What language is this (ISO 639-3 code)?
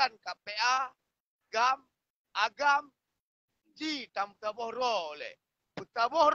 ace